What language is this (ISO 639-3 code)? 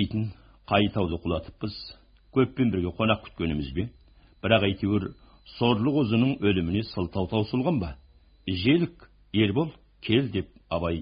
kaz